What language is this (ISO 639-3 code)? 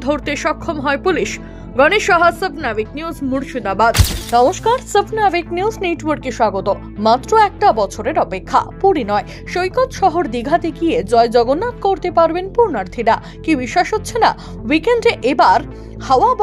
ben